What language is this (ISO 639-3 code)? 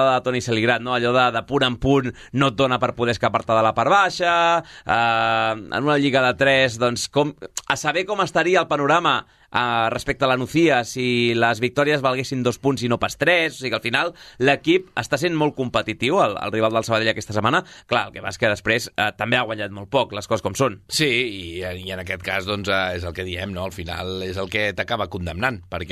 cat